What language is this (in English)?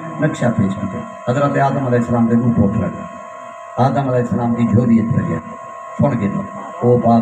Saraiki